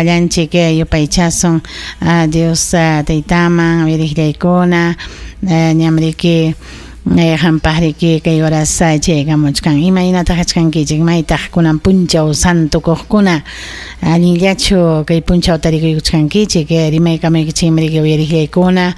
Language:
Ayacucho Quechua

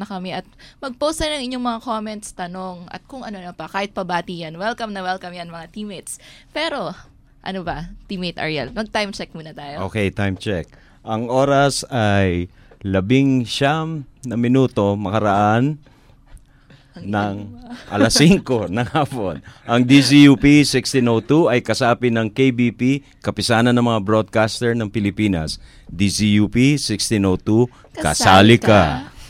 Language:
Filipino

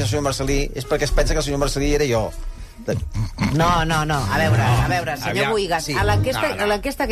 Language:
Catalan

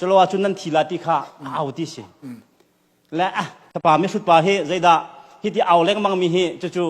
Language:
Hakha Chin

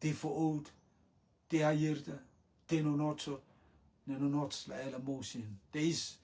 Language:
Rotuman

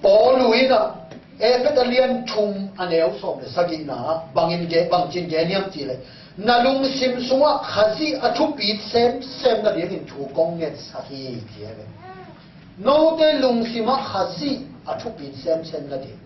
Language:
Tedim Chin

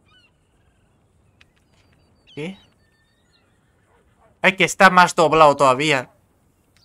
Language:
Spanish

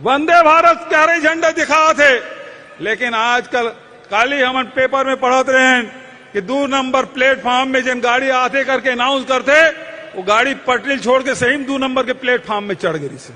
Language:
Chhattisgarhi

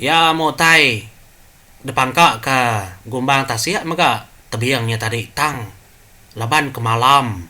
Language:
Iban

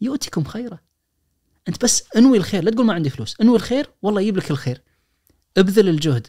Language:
Najdi Arabic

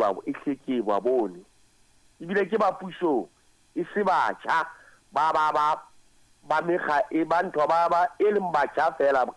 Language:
Southern Sotho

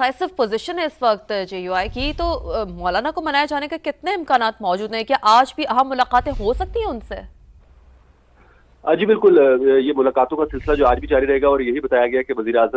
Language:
Urdu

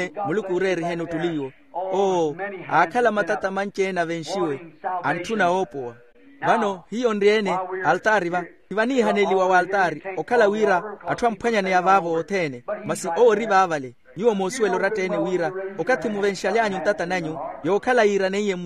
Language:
Makhuwa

